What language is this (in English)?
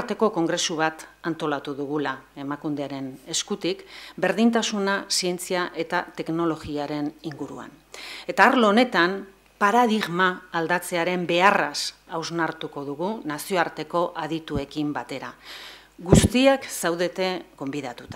Basque